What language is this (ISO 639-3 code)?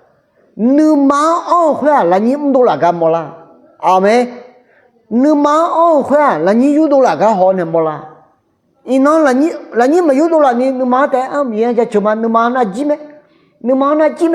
ahk